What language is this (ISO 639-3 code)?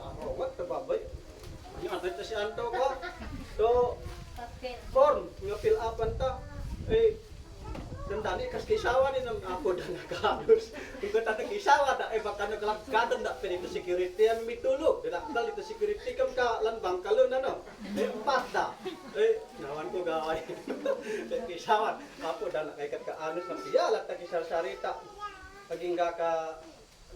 isd